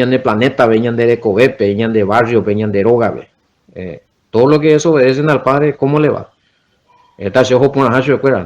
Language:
Guarani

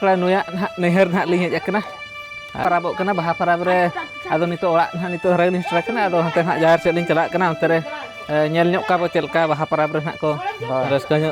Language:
Santali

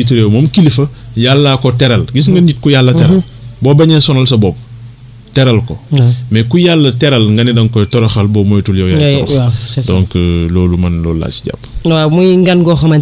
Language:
Wolof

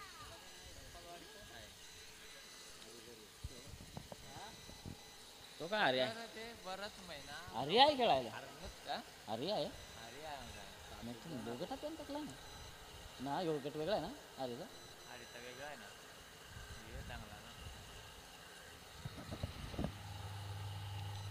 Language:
Marathi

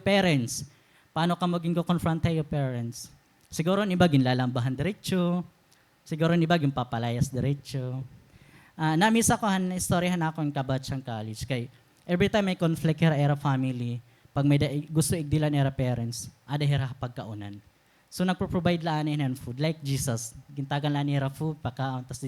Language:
Waray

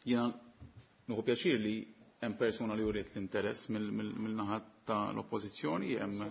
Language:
Maltese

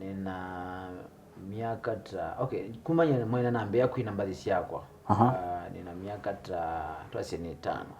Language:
Kamba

